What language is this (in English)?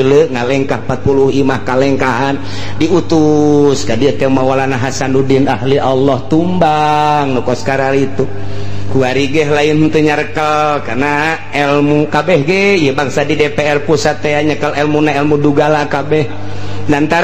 Sundanese